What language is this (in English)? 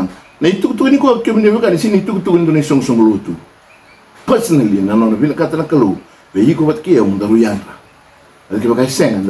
Fijian